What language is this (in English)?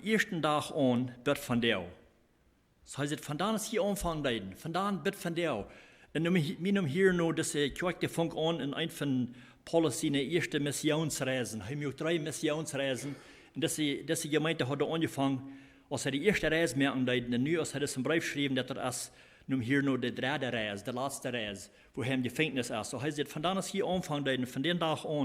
Plautdietsch